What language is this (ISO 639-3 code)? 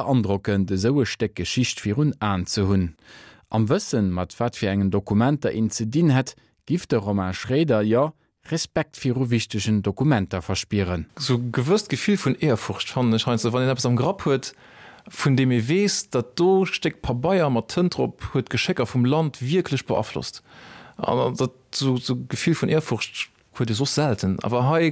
ltz